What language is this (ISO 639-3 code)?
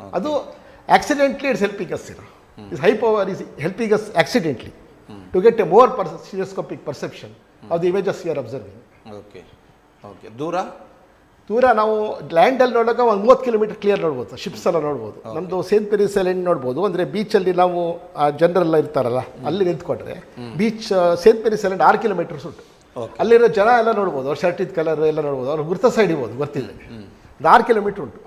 kan